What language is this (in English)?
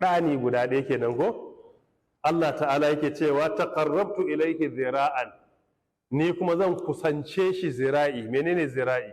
Hausa